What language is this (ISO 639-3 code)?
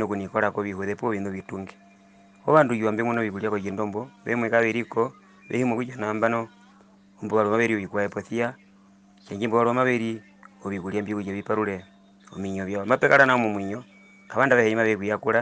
her